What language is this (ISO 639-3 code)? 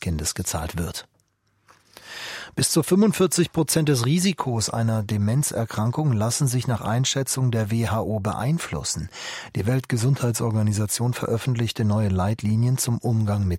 deu